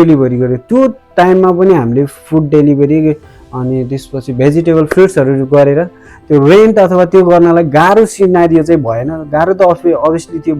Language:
Nepali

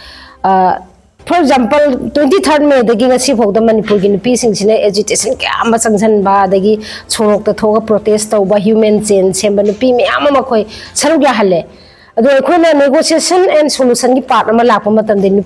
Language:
Manipuri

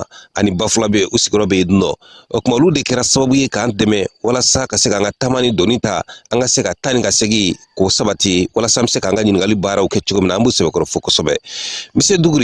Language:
Bambara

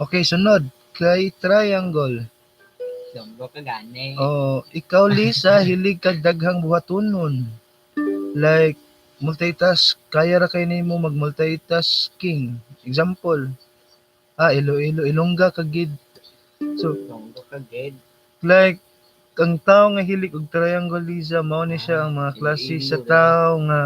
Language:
Cebuano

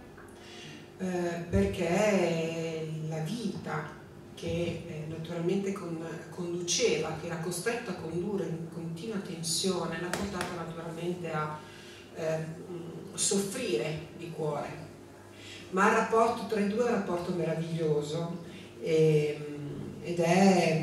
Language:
Italian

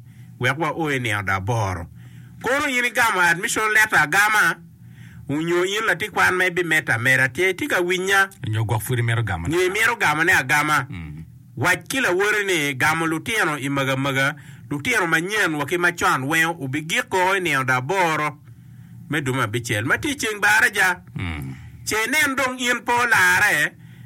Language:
Acoli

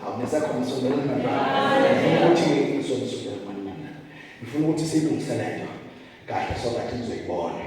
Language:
Zulu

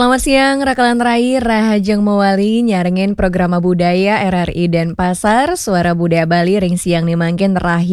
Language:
Balinese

